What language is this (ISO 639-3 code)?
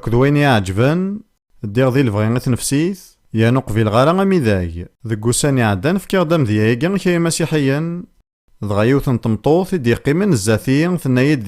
kab